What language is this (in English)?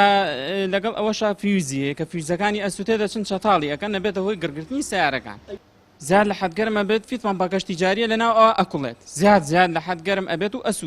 Central Kurdish